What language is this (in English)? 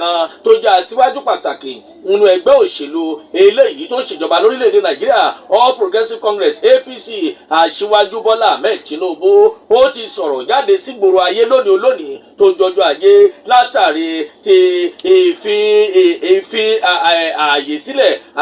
Yoruba